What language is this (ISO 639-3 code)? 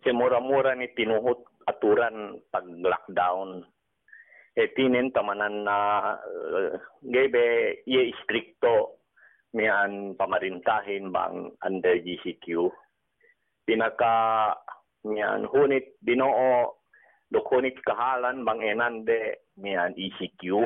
yka